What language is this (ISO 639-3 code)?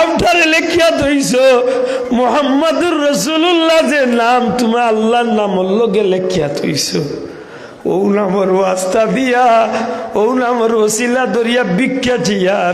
syl